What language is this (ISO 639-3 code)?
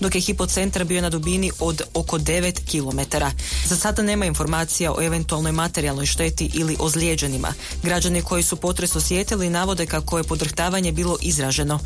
hrv